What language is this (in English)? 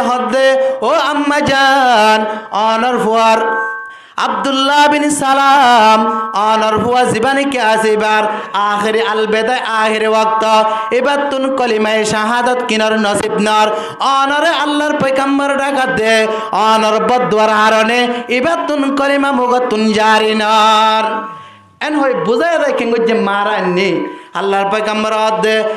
Rohingya